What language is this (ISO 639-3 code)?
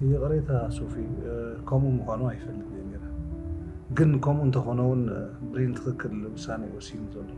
tir